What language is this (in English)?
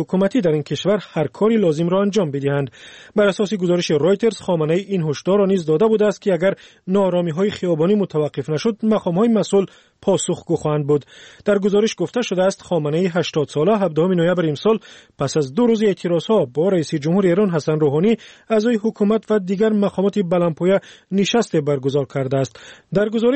Persian